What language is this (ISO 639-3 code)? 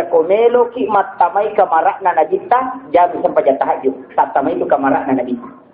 bug